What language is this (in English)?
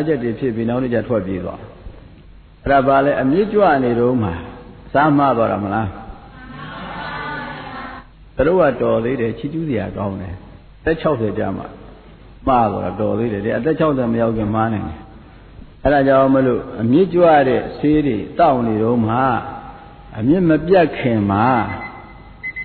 Burmese